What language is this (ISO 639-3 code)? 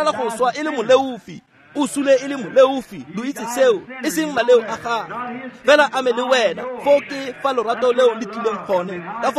tsn